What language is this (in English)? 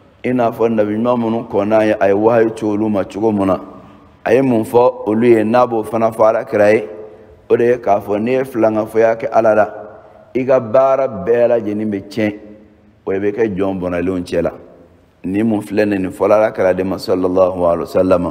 Bambara